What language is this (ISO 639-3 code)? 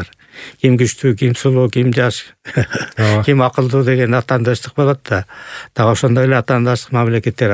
kir